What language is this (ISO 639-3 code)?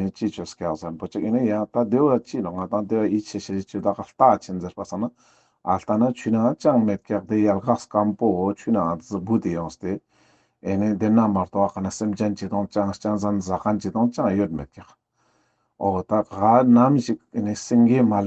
lbj